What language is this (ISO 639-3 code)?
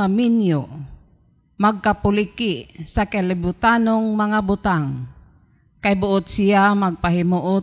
ceb